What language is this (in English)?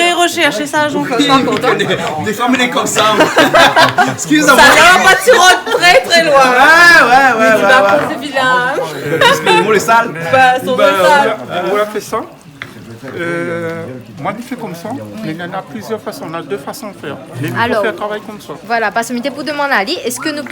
Réunion Creole French